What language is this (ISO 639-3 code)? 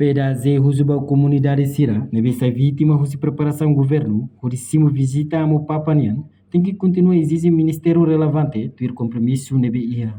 tet